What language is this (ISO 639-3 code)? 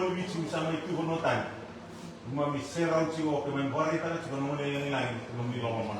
fij